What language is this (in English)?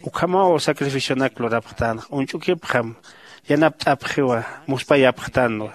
Aymara